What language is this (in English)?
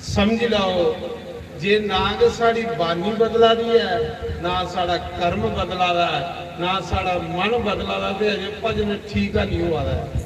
Dogri